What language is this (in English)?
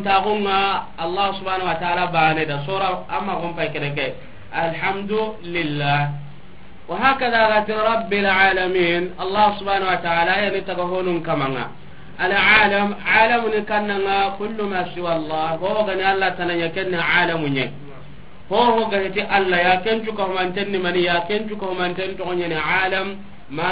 Soninke